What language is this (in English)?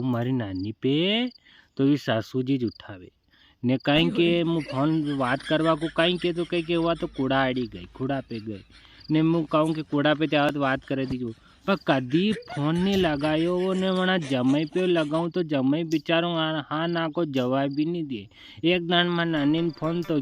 Rajasthani